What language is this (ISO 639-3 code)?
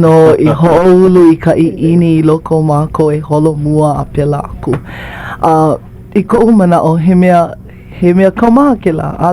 haw